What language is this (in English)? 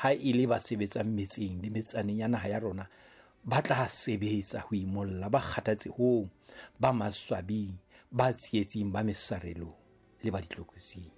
Southern Sotho